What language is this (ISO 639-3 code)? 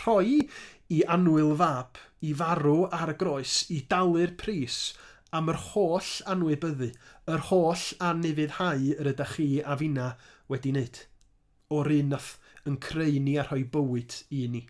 cym